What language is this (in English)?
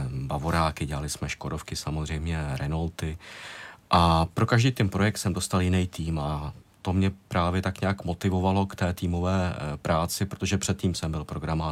Czech